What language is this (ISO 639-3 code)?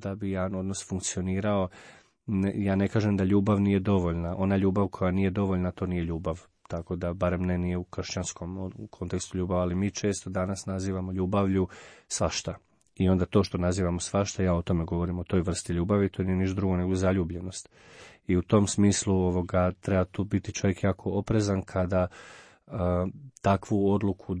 hrv